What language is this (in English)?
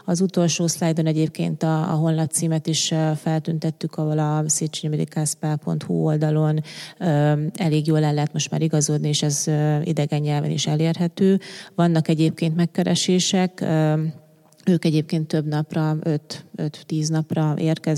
Hungarian